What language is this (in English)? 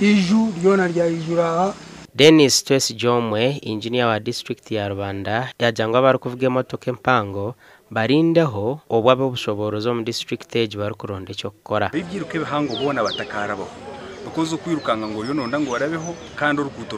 Nyankole